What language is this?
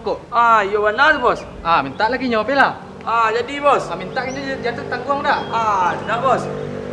Minangkabau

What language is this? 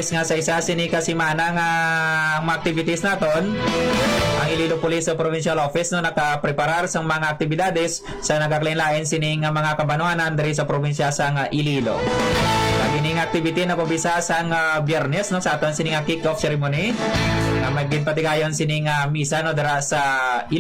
Hiligaynon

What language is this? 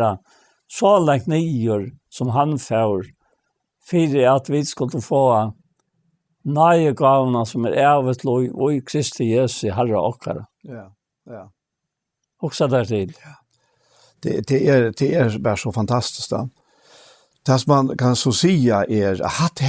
Faroese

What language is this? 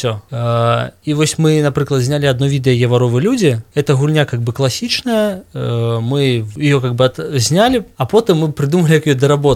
Belarusian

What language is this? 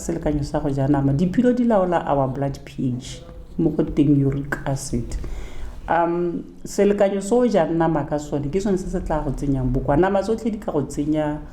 Tswana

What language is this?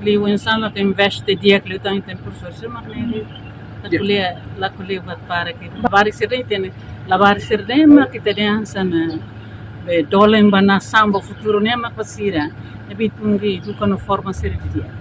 Tetum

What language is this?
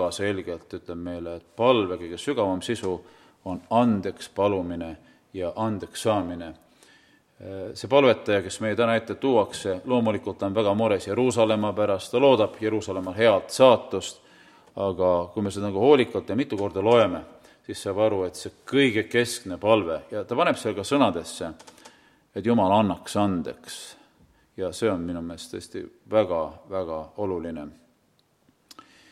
Estonian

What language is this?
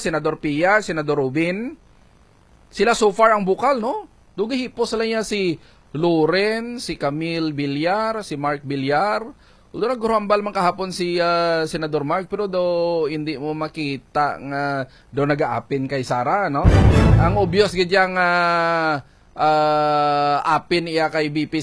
Hiligaynon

